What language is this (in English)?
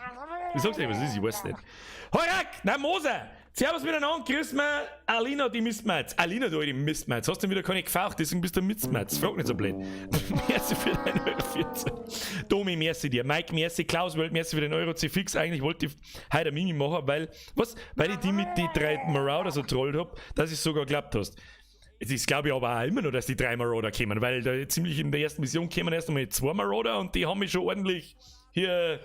Bavarian